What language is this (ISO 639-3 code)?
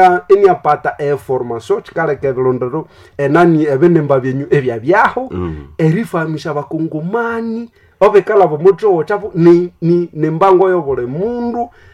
nnb